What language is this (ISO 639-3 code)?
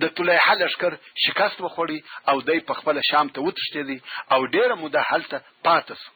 pus